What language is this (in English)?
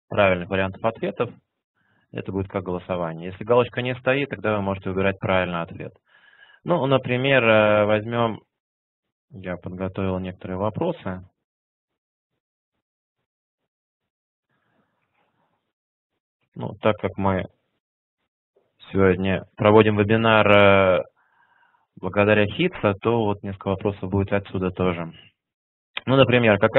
Russian